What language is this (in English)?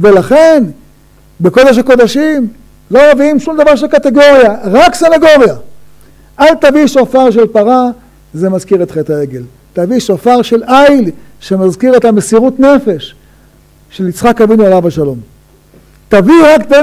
Hebrew